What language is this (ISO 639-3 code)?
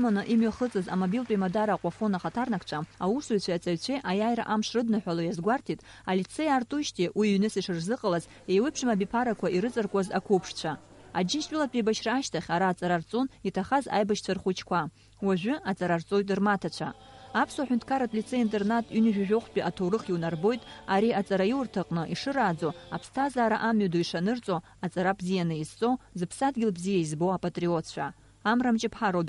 abk